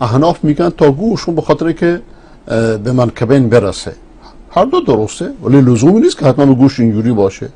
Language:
Persian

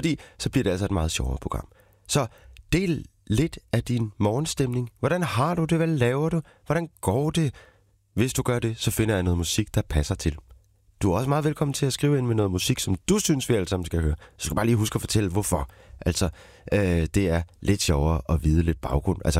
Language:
Danish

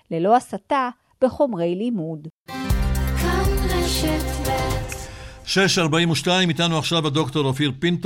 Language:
Hebrew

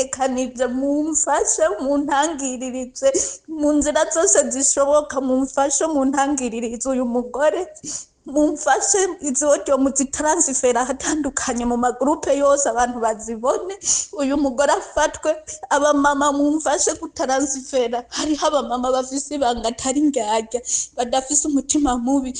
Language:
Rundi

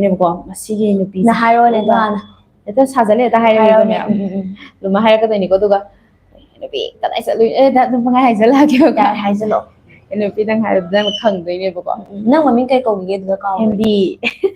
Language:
Manipuri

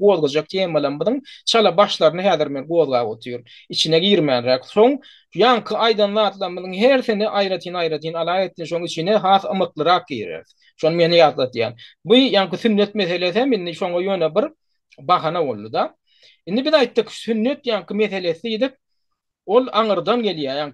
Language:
Turkmen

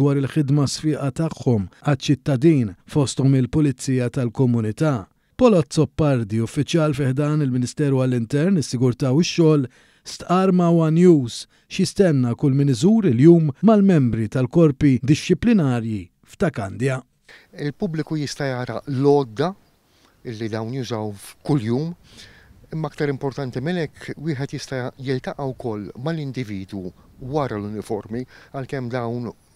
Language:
Maltese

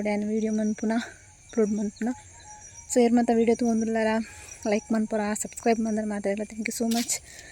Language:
Tulu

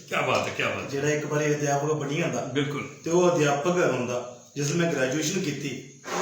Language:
Dogri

